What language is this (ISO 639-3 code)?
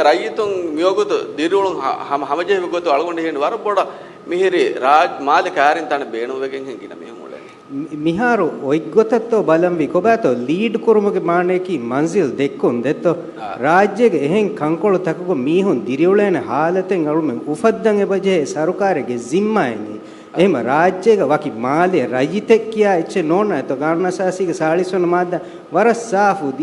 div